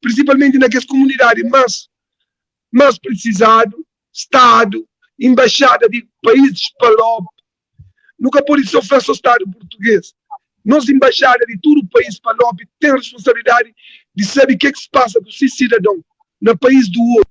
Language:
Kabuverdianu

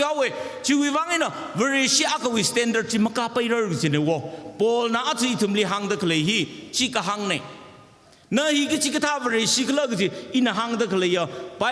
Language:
Tangkhul Naga (India)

